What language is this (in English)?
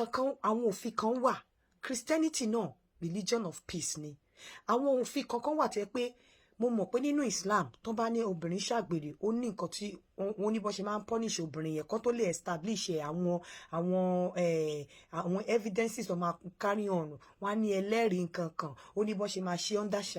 Yoruba